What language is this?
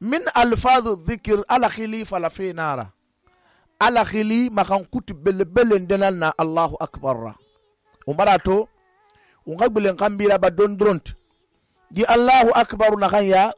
Susu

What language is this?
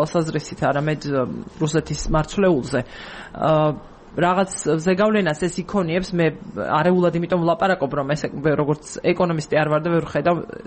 Georgian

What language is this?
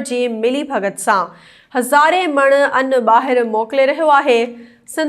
Sindhi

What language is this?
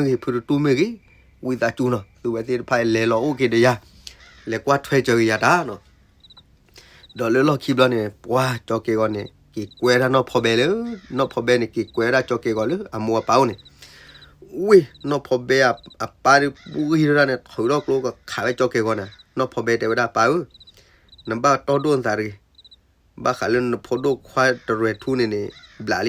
S'gaw Karen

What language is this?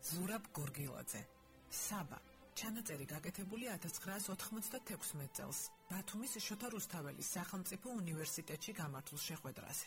Georgian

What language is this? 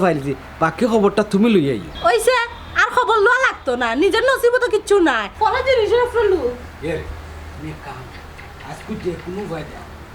Sylheti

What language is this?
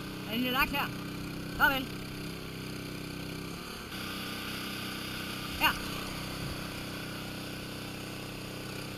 Danish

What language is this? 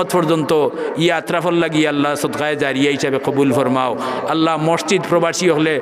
Sylheti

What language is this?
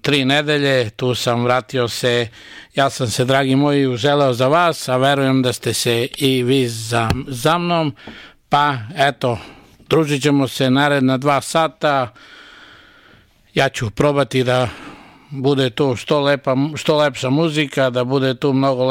Serbian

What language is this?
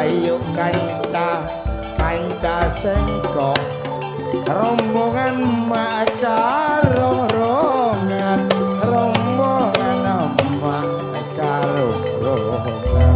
Madurese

